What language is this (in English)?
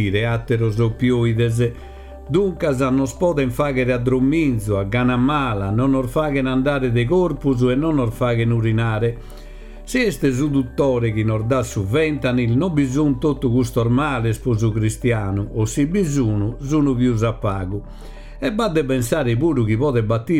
Sardinian